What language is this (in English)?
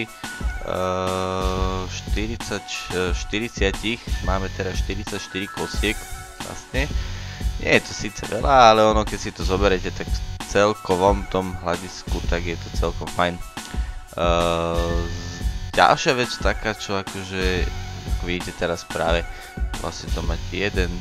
Slovak